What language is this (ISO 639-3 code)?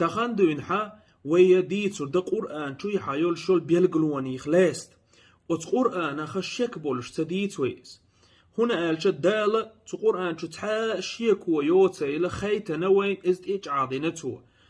che